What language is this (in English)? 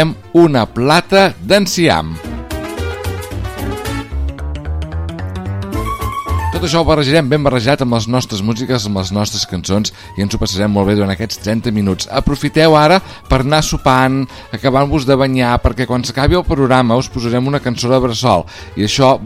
Catalan